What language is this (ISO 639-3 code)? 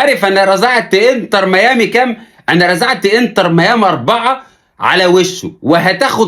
arz